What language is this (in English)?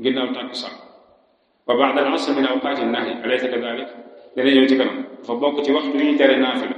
Wolof